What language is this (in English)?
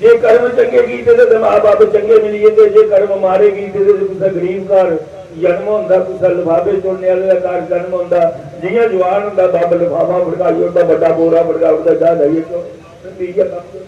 Dogri